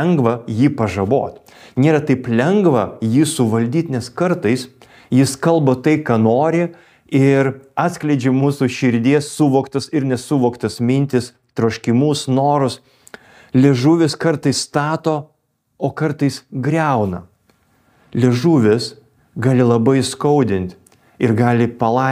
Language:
Lithuanian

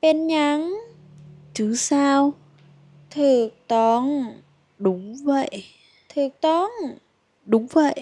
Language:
Lao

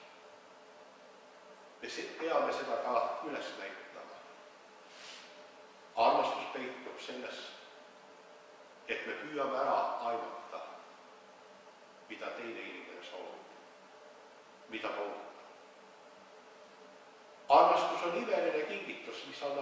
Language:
Estonian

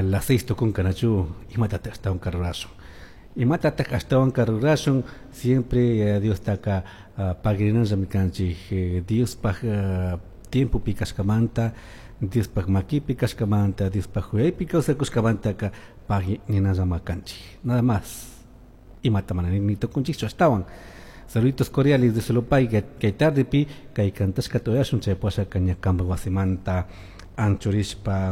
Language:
Chimborazo Highland Quichua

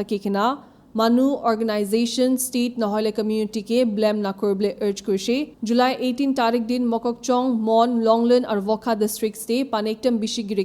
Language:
Naga Pidgin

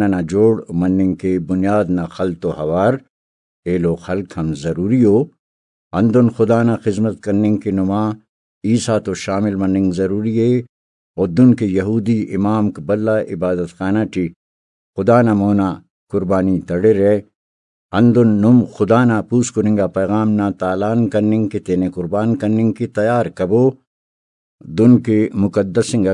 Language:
Brahui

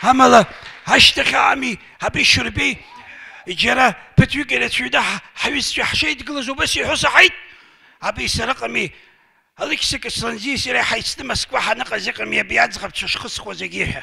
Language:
Abkhazian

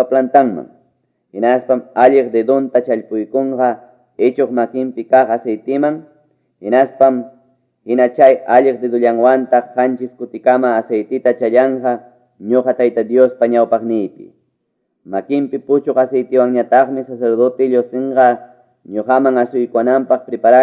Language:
Quechua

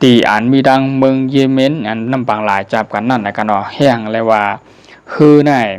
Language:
Shan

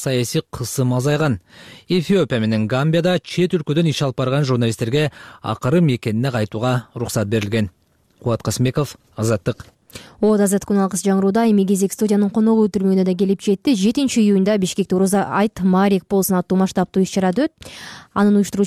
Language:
Kyrgyz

